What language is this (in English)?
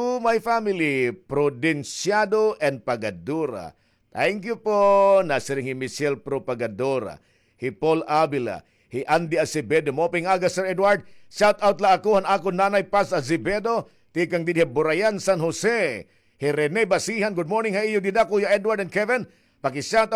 Waray